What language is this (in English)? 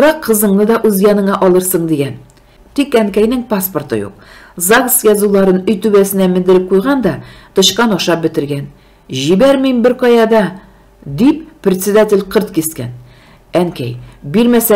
Tatar